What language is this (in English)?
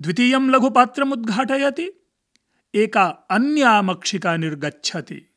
Sanskrit